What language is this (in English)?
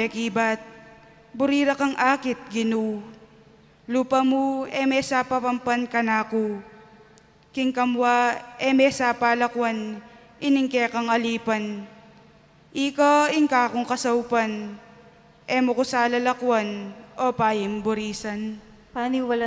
Pampanga